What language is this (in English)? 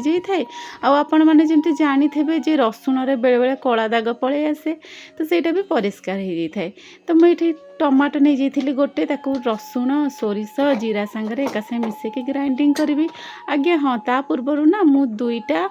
Odia